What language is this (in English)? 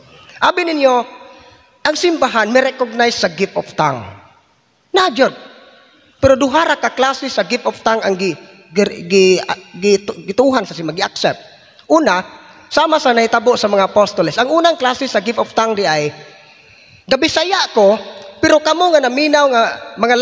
Cebuano